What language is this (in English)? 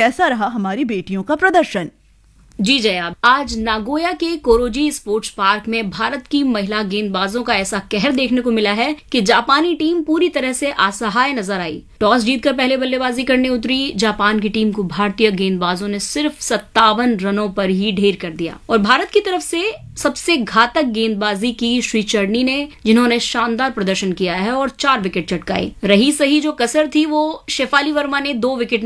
Hindi